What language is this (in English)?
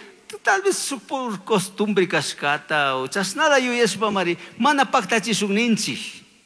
Chimborazo Highland Quichua